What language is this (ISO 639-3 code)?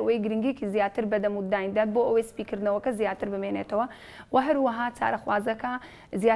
ckb